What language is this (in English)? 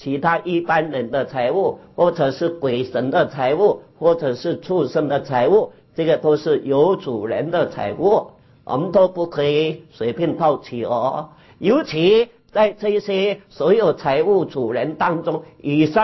Chinese